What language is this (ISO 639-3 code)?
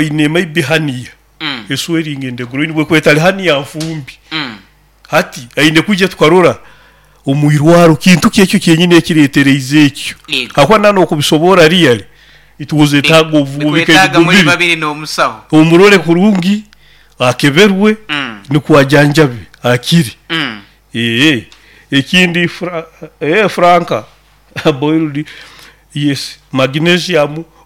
nyo